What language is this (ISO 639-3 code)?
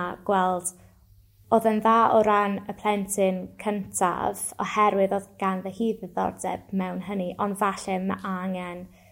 cym